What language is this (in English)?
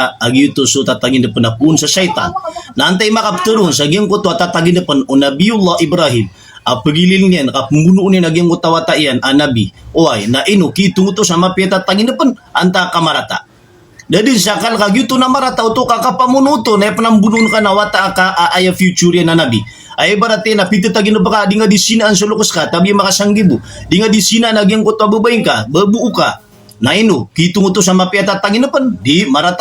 Maranao